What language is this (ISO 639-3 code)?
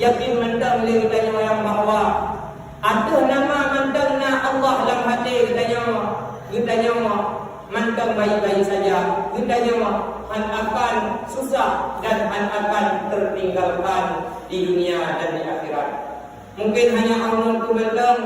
ace